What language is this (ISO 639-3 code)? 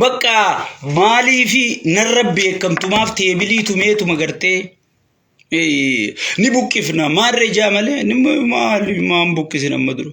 orm